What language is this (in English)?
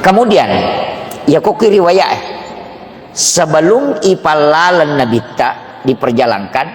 Buginese